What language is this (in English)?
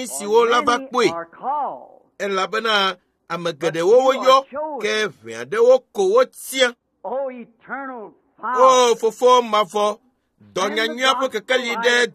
Ewe